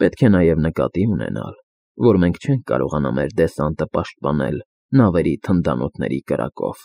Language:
Armenian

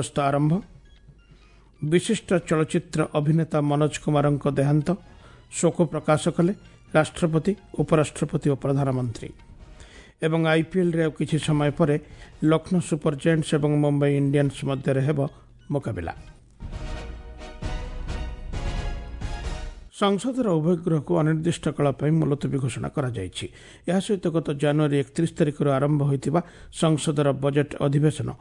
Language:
Odia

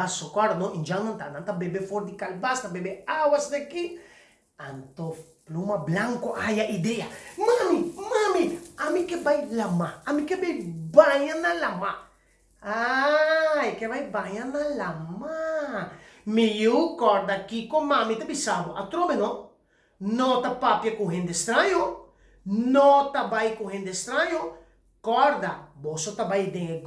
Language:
Papiamento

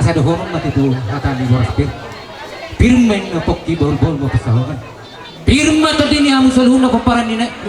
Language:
Batak Toba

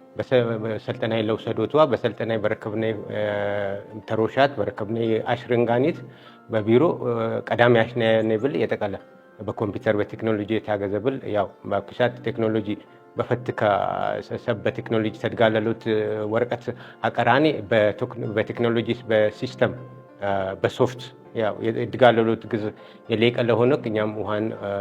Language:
Amharic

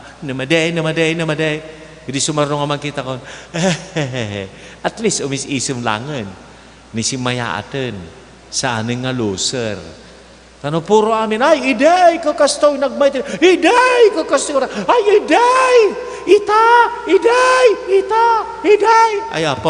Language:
Iloko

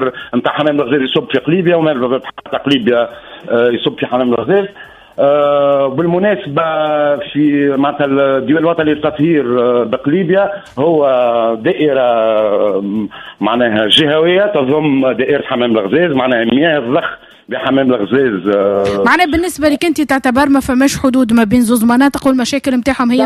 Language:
Tunisian Arabic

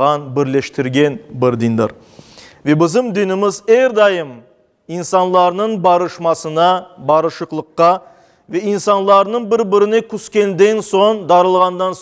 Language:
Crimean Tatar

